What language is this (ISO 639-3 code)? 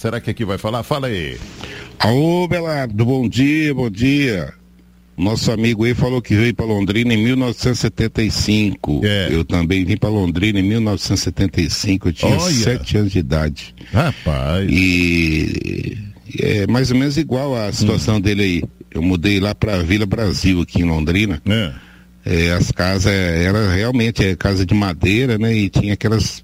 por